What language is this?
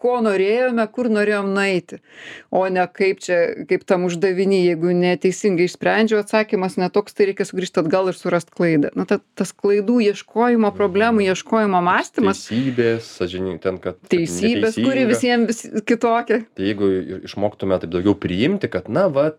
Lithuanian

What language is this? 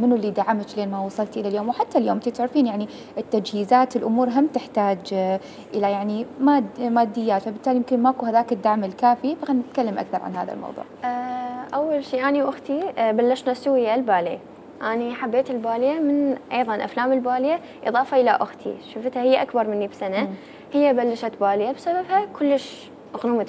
Mesopotamian Arabic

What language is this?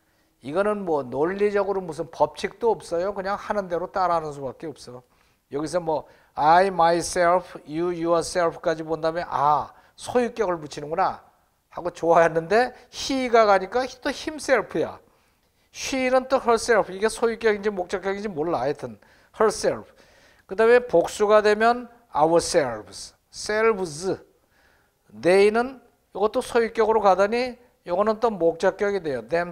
Korean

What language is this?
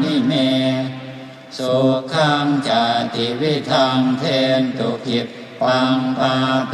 Pali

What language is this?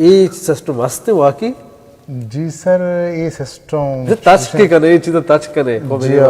Baluchi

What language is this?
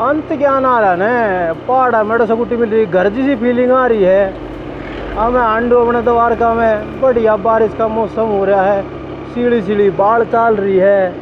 Haryanvi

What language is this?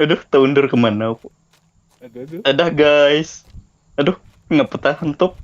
Banjar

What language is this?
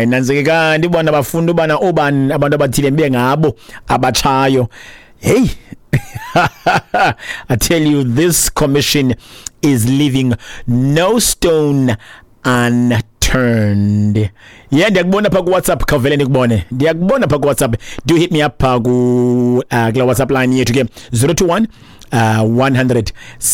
Xhosa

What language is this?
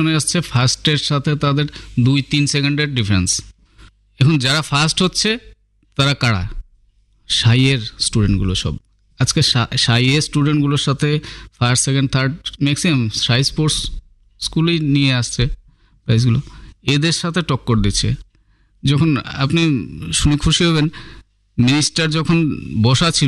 Bangla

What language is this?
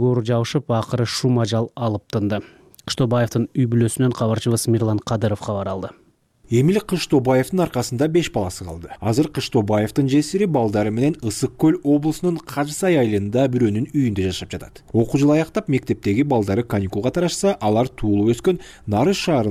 Kyrgyz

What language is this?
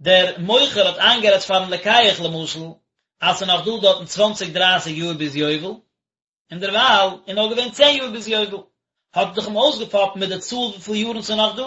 Yiddish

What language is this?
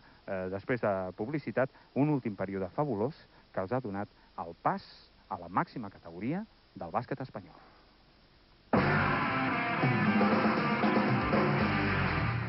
Catalan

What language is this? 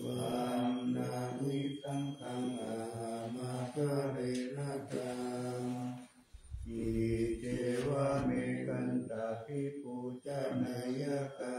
Pali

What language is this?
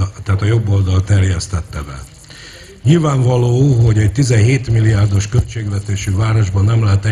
Hungarian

